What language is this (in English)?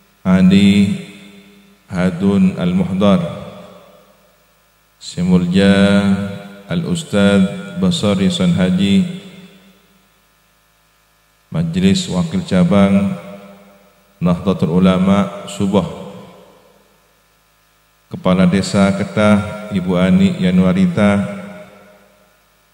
Madurese